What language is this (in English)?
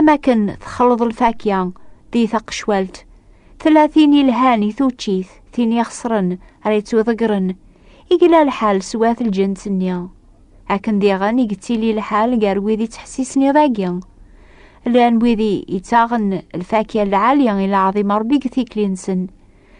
Kabyle